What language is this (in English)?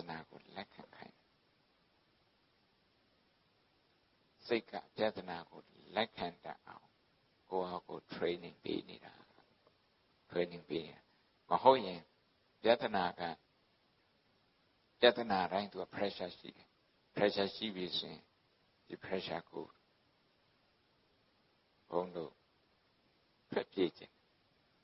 Burmese